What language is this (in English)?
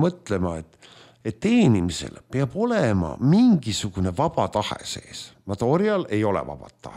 Estonian